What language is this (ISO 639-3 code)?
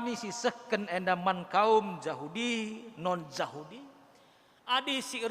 btx